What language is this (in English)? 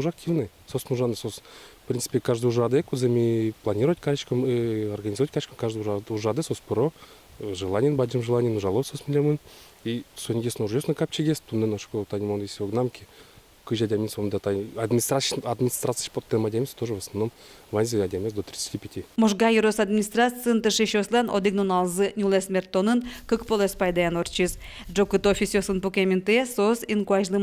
Udmurt